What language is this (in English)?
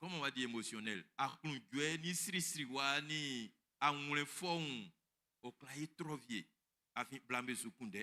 Baoulé